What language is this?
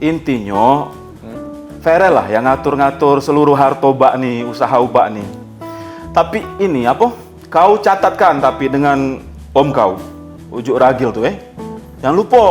Musi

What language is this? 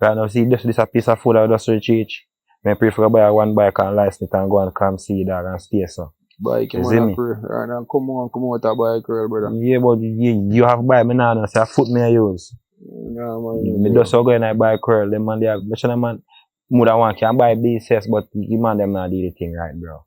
Jamaican Creole English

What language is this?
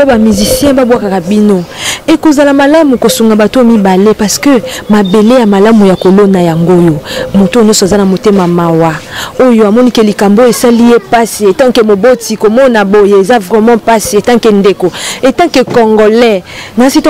Lingala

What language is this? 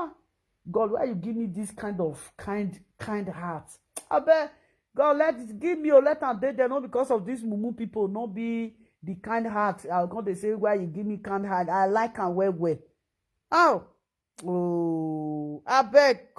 Nigerian Pidgin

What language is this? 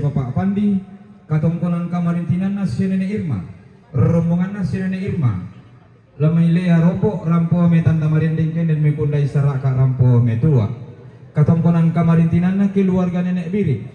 Toraja-Sa'dan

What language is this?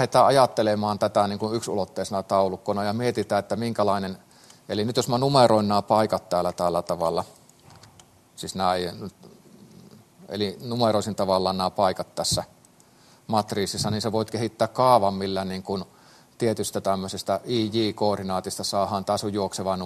Finnish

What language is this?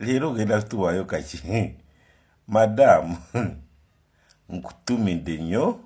Ganda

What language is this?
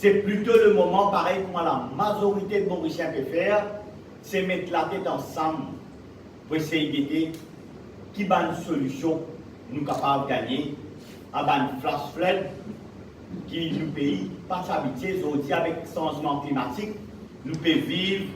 Morisyen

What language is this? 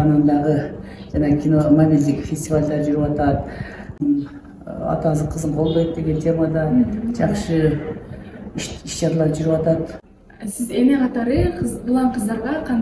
Kyrgyz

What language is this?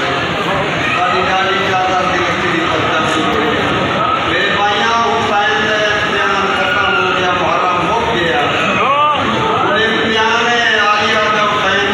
Saraiki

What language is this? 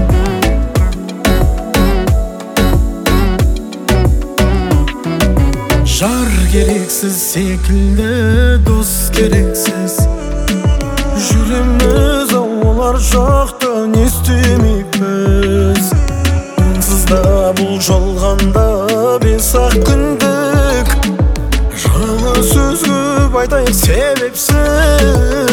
Kazakh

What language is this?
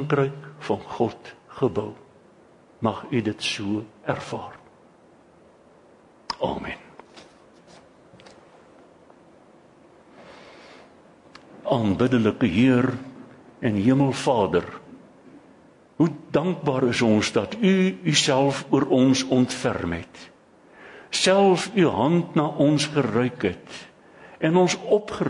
Afrikaans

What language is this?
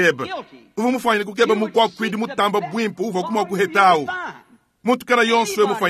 Luba-Lulua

